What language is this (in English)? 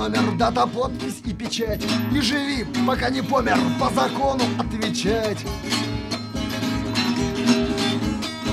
Russian